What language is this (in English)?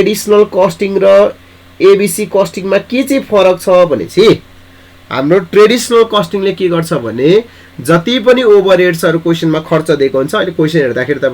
Nepali